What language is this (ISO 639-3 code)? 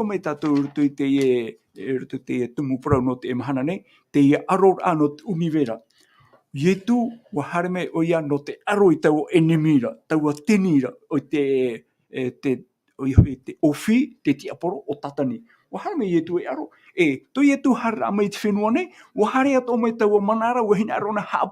tah